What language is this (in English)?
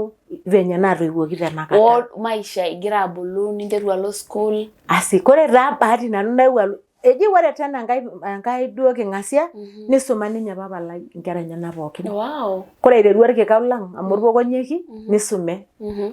Masai